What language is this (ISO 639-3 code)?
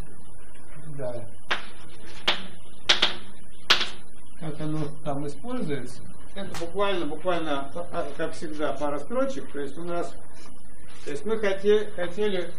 rus